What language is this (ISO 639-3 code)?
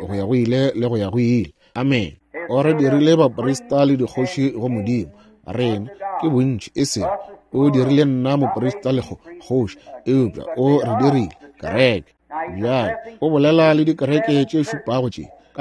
nso